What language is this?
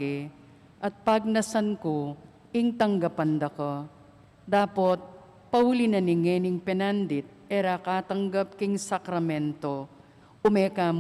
Pampanga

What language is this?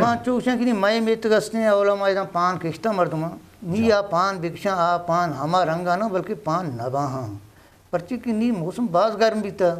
Eastern Balochi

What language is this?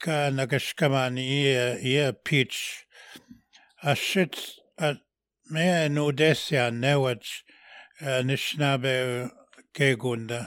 Albanian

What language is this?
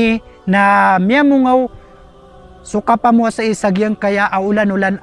Maranao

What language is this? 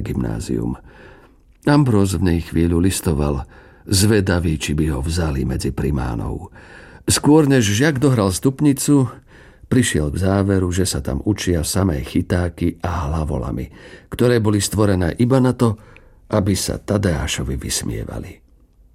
Slovak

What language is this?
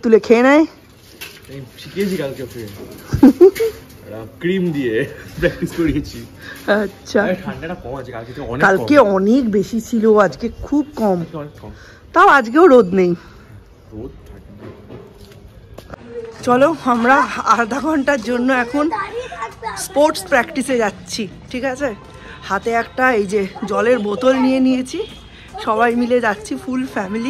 Bangla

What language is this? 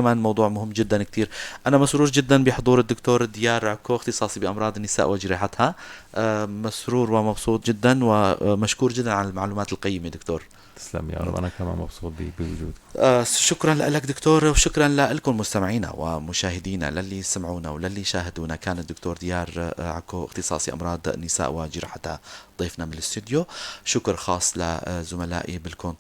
North Levantine Arabic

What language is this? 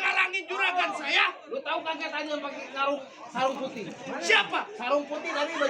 Betawi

